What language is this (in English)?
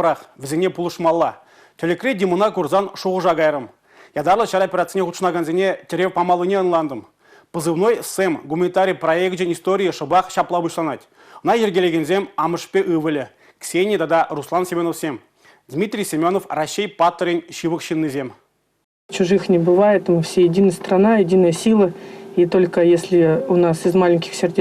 Chuvash